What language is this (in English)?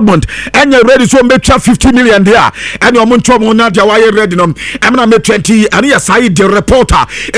Akan